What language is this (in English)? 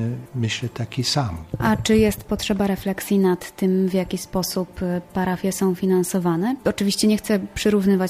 Polish